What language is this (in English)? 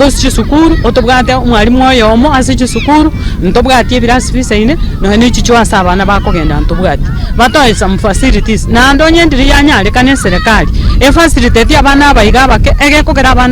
Gusii